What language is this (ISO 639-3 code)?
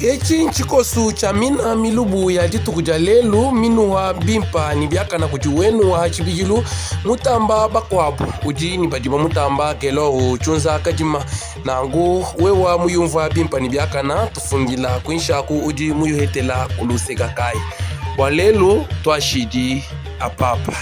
lua